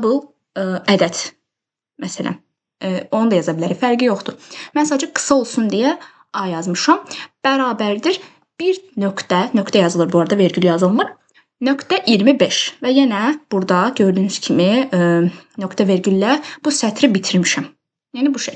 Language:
Azerbaijani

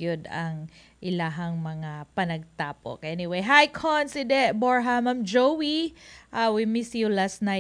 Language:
Cebuano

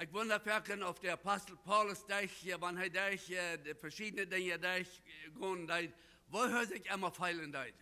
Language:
Plautdietsch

